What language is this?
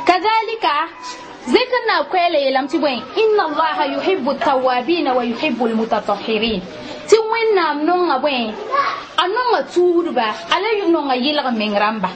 Mossi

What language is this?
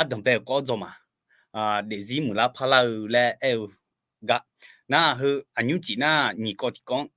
Akha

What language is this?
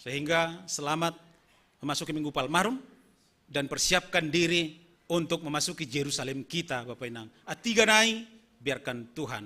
Batak Simalungun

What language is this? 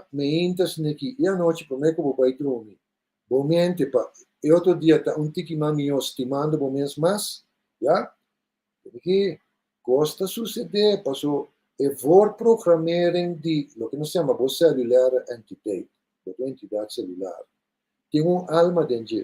Papiamento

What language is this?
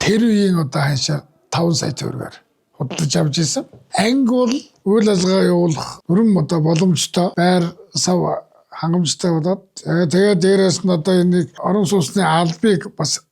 Mongolian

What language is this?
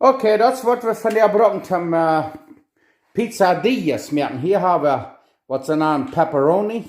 Plautdietsch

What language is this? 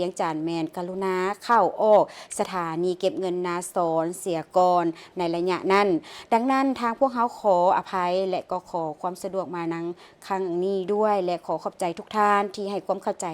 Lao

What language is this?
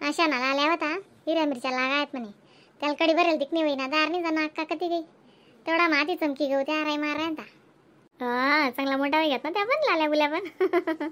Khandesi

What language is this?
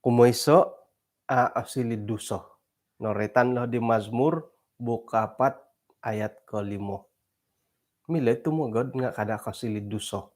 Central Dusun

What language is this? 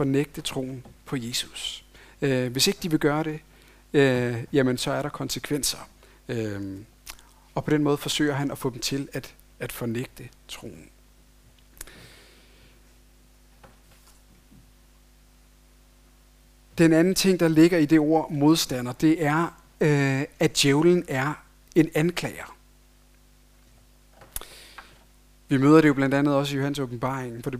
Danish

